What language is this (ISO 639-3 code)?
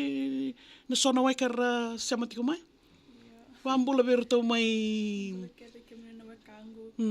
fij